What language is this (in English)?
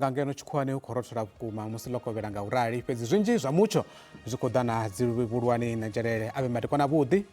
Venda